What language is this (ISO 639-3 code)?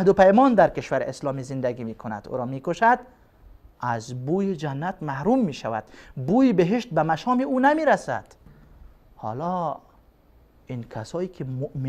fas